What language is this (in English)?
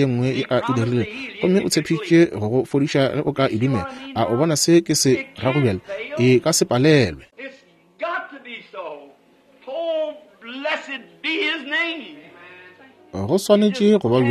Northern Sotho